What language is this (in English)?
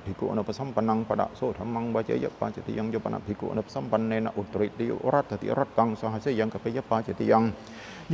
Pali